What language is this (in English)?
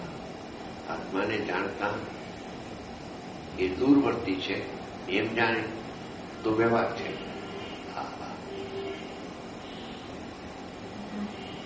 Gujarati